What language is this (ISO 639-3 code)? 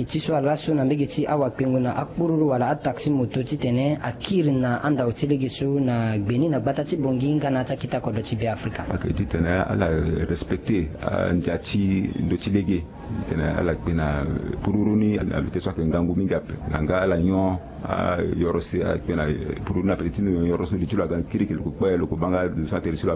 sag